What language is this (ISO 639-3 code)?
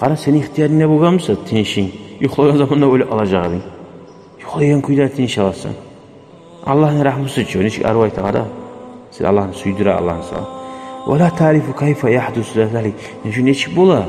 kum